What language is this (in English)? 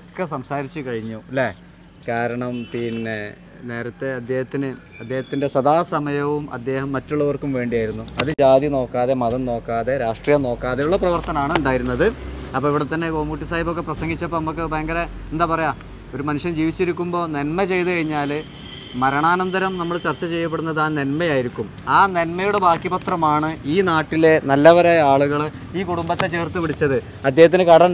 Malayalam